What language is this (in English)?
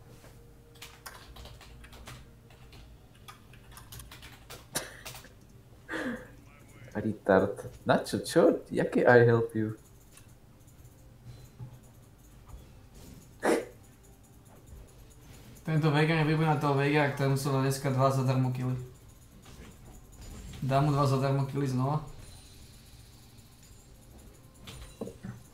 Slovak